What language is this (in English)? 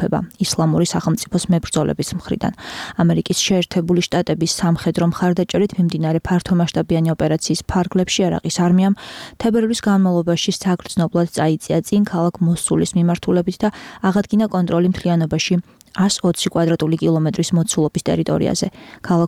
Georgian